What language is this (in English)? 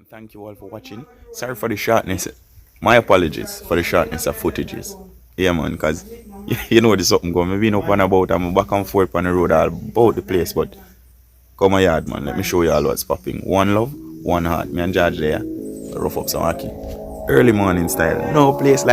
Jamaican Creole English